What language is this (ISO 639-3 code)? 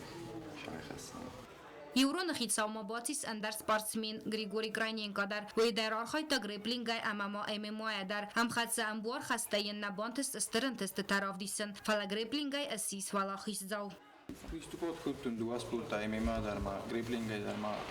oss